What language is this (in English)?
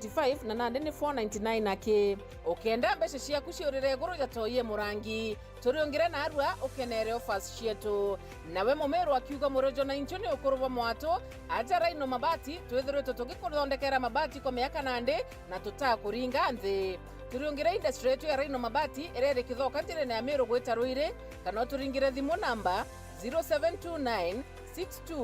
Meru